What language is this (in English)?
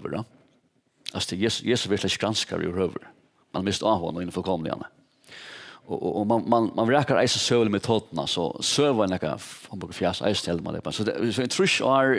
Faroese